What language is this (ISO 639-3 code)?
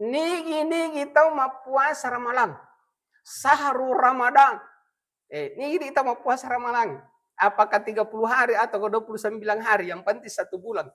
bug